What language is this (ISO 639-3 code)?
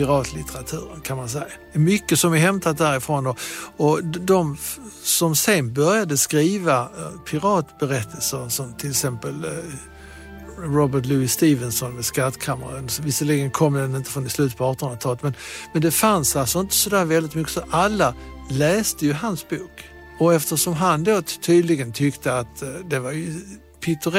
swe